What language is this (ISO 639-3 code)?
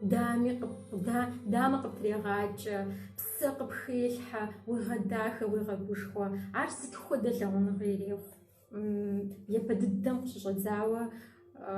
kbd